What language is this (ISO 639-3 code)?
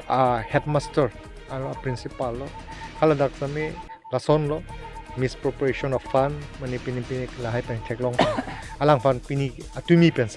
mjw